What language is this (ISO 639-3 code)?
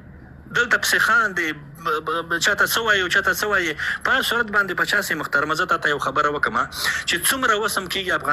pus